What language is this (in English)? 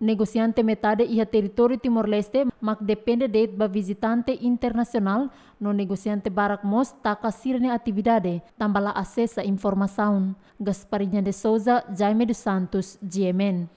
Tetum